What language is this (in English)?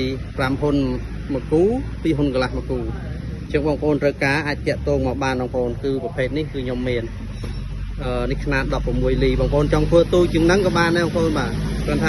Khmer